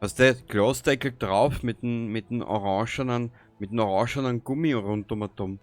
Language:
Bavarian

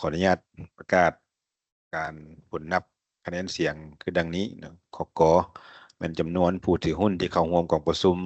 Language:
Lao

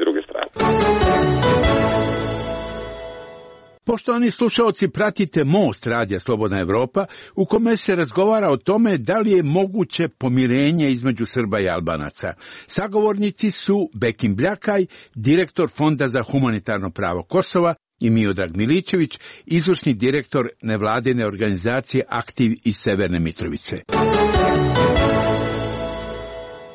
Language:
Serbian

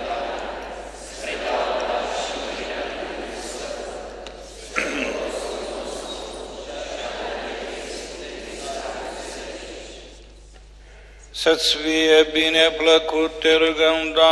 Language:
Romanian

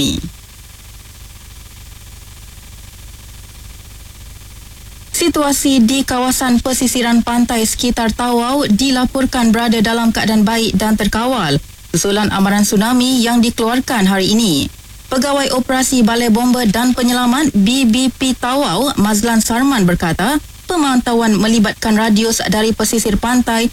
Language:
Malay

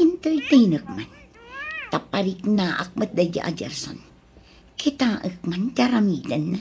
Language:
Iloko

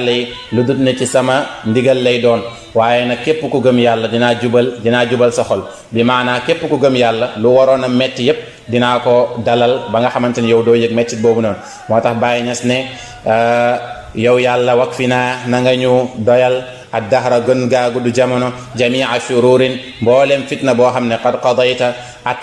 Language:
Wolof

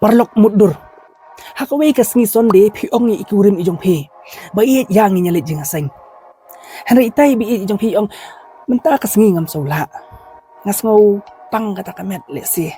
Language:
Khasi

